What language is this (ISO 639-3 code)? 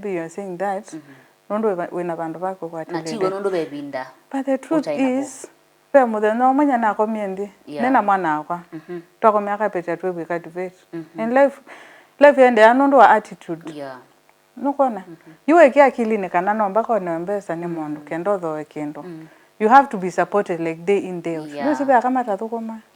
kam